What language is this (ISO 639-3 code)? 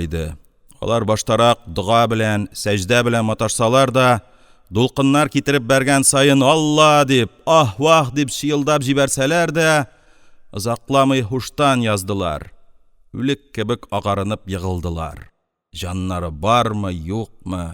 tat